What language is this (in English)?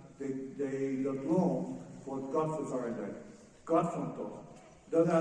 Plautdietsch